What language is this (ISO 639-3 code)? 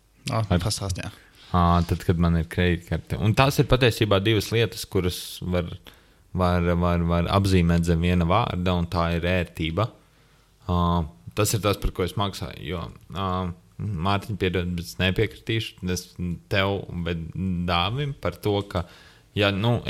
lav